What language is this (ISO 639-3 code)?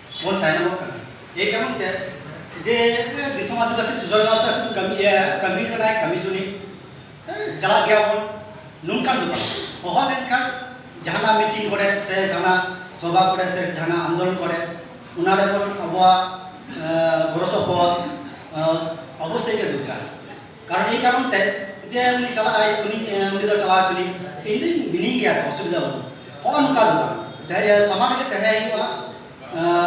sat